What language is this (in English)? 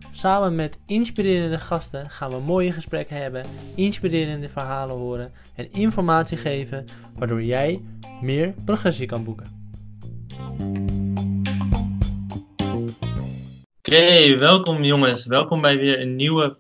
Dutch